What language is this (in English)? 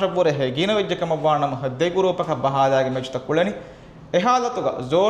Divehi